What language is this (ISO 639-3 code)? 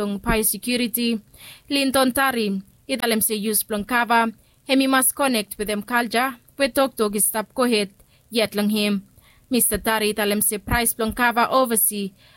bis